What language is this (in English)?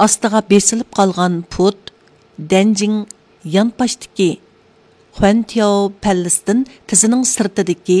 Uyghur